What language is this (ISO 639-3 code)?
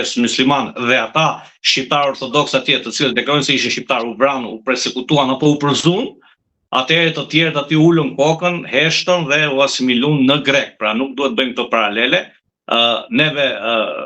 sqi